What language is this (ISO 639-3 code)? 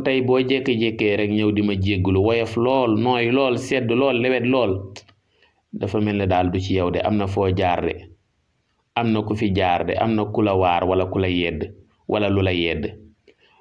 wol